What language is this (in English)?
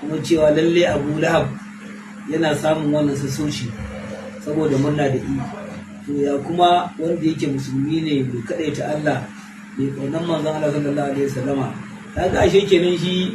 Hausa